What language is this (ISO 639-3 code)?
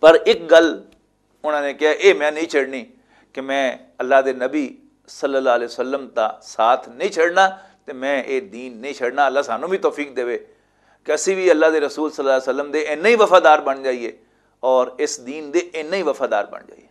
lah